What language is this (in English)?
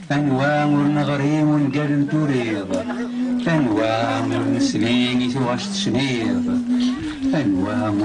Kabyle